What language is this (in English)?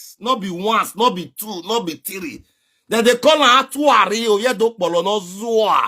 Nigerian Pidgin